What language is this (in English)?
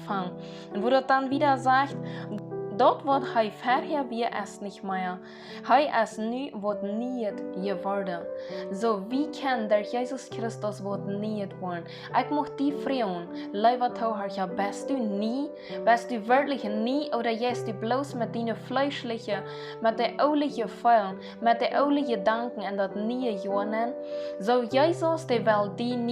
Plautdietsch